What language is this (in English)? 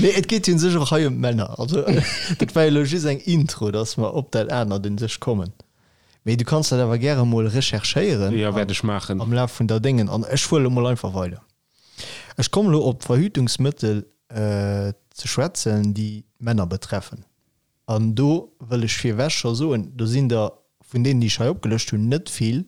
Luxembourgish